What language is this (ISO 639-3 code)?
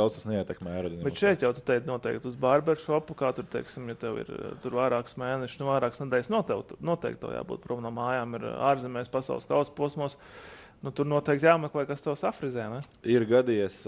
lav